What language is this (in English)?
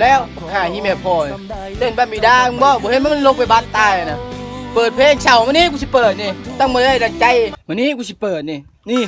Lao